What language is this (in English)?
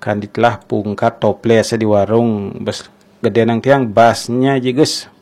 Balinese